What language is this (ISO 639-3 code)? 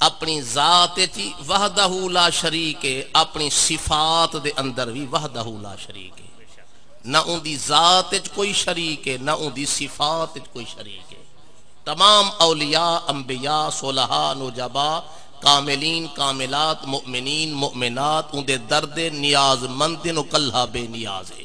skr